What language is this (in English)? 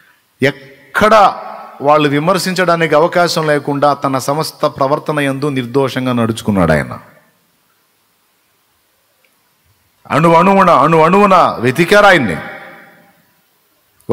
Telugu